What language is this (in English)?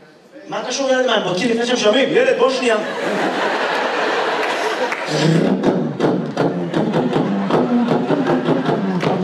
Hebrew